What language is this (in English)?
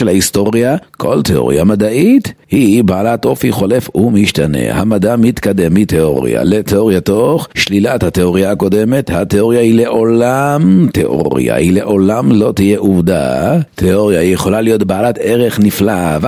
Hebrew